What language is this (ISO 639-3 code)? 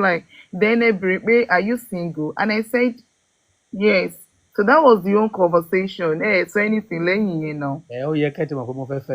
yor